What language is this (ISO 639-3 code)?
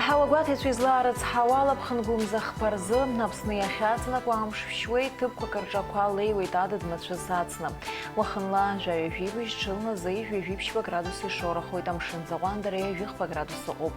abk